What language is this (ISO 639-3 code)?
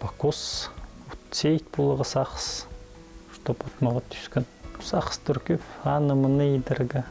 kjh